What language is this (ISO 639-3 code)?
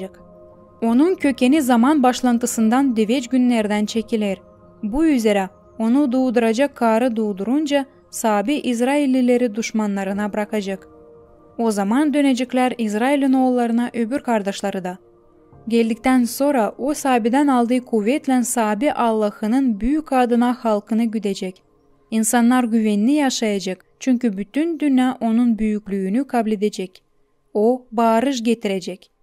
gag